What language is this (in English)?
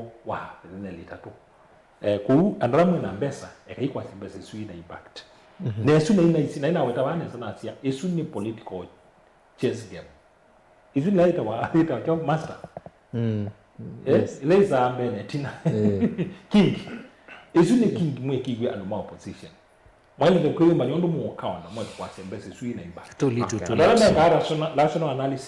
Kamba